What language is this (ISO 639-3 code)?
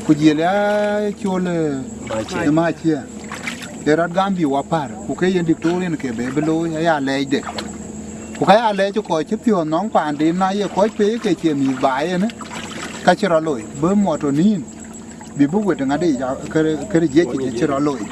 din